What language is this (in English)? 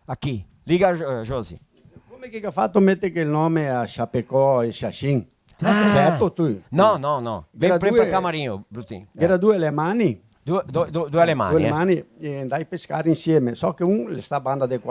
Venetian